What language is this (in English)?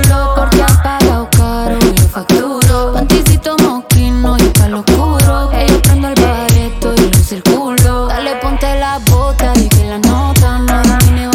Spanish